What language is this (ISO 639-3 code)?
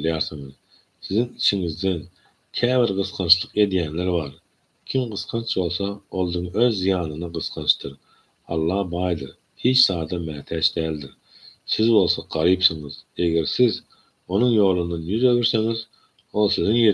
tuk